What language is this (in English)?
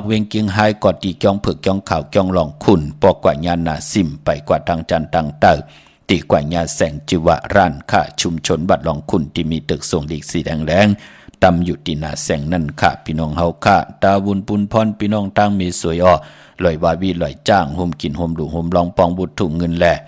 Shan